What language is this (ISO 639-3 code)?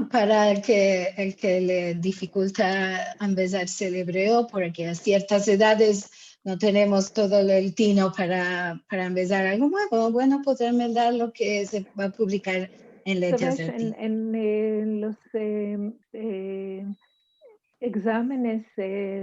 lad